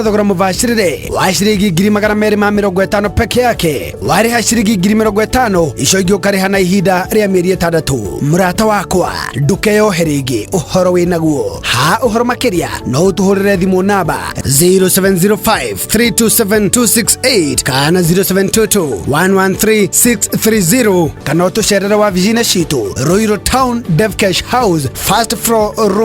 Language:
Kikuyu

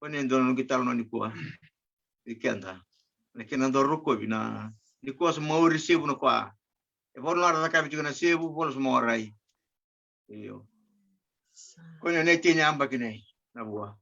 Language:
Fijian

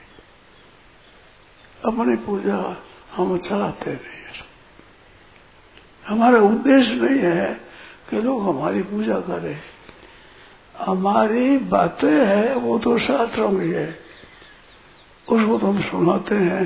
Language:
Hindi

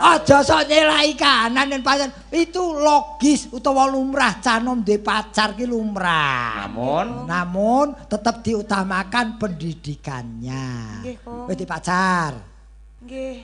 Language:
Javanese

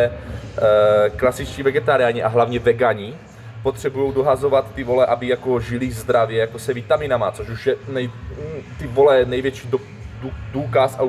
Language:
Czech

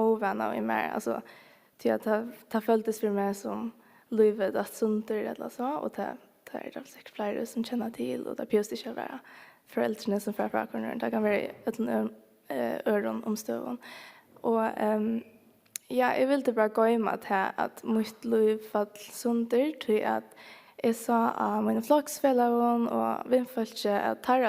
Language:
Faroese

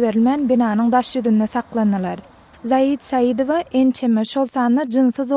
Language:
Turkmen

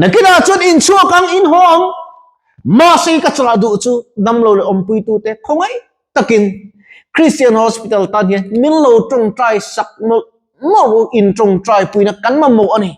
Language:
Mizo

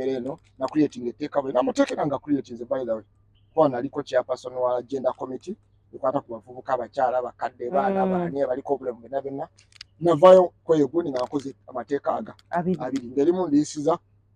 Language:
Ganda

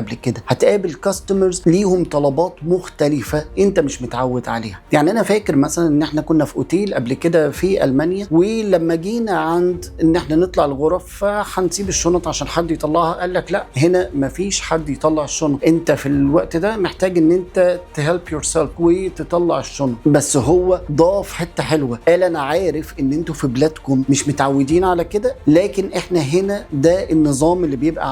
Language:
Egyptian Arabic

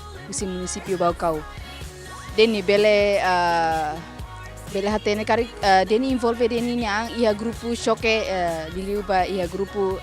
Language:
Tetum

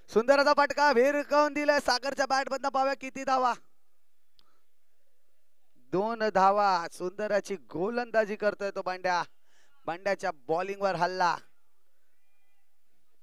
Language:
Marathi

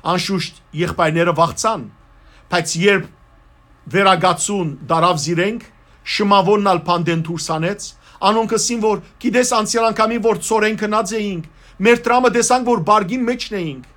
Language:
Western Armenian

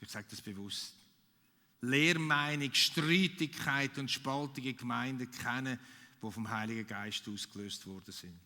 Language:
Swiss German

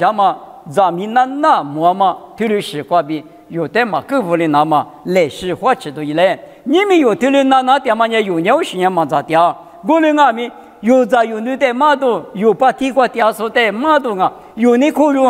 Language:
Lisu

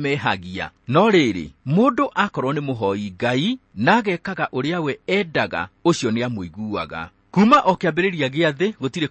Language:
Kikuyu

